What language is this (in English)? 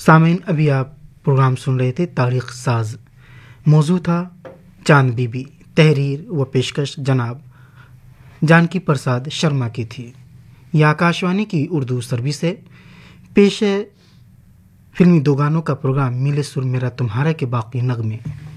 Urdu